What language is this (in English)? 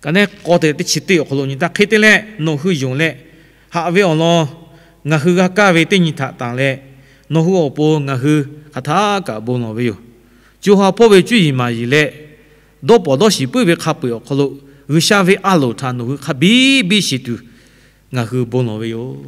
Lahu